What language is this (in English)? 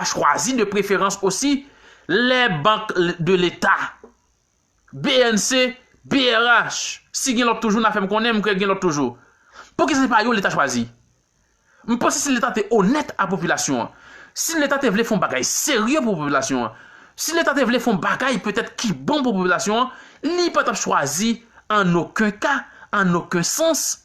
Haitian Creole